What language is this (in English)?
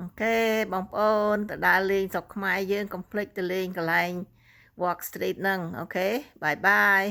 Khmer